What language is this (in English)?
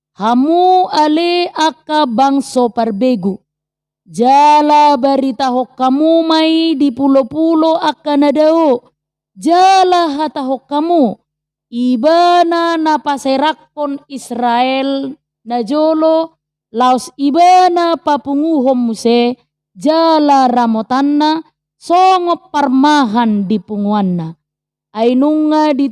Batak Toba